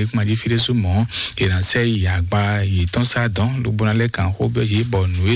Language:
Fon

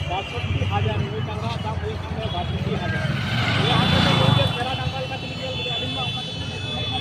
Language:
Santali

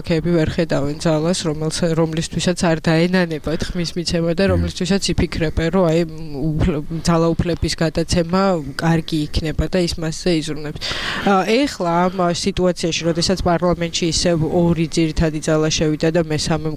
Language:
Georgian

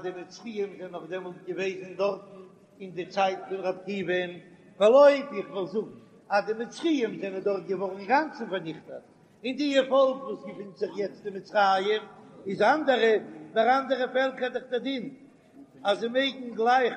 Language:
Yiddish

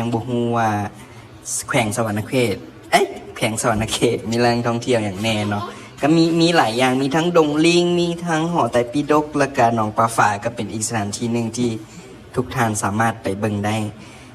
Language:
Lao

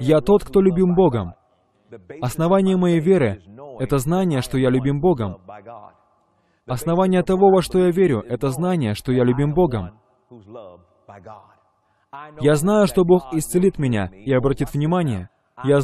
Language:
Russian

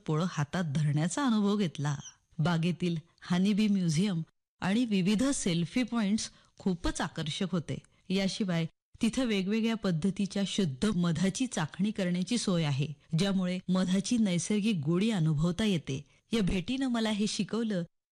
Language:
Marathi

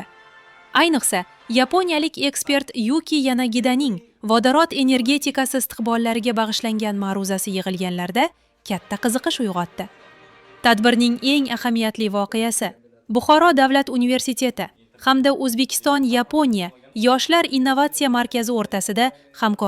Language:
Uzbek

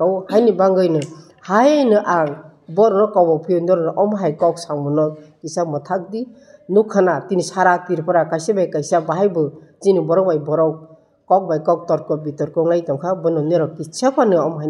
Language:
Kok Borok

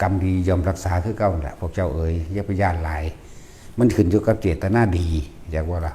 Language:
Northeastern Thai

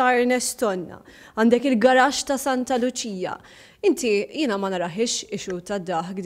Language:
Maltese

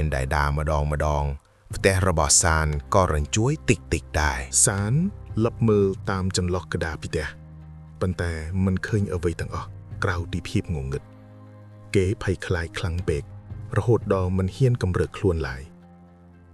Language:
Khmer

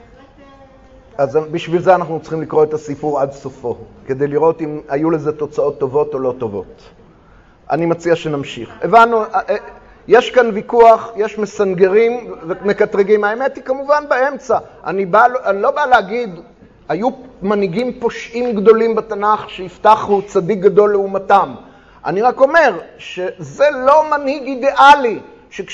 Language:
Hebrew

